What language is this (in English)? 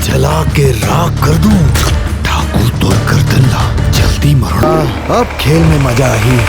Chhattisgarhi